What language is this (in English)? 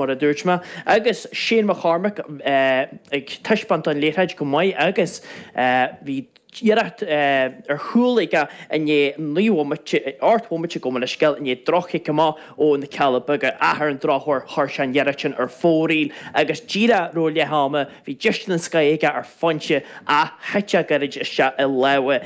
Irish